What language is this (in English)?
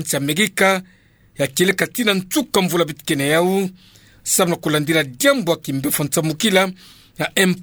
Kituba (Democratic Republic of Congo)